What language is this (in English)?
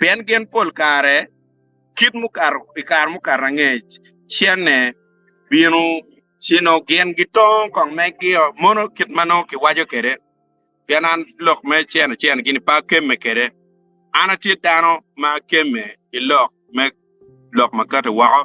Acoli